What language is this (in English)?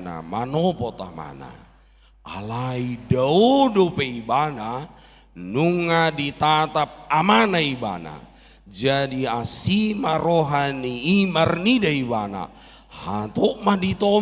Batak Toba